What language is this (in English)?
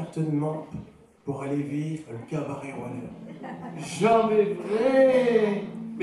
Picard